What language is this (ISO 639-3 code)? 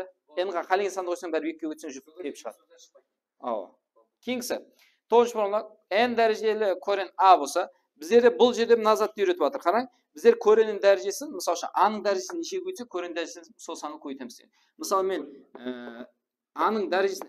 kaa